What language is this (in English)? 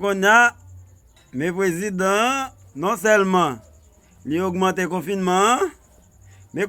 Haitian Creole